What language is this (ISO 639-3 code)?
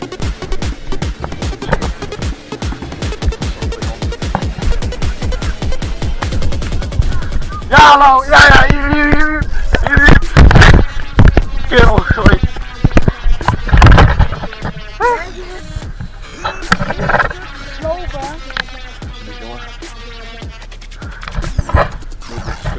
nld